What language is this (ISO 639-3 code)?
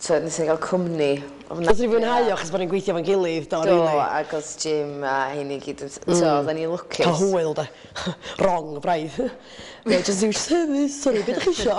cym